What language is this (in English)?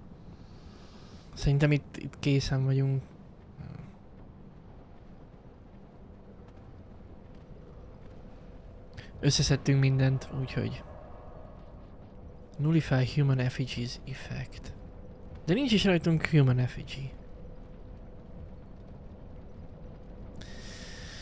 Hungarian